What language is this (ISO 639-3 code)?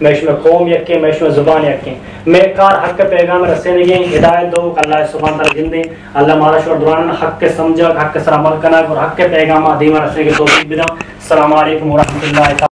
bgp